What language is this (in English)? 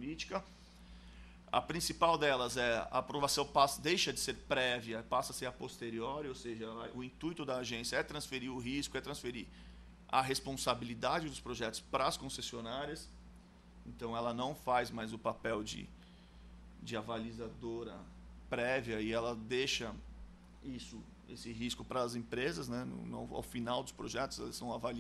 Portuguese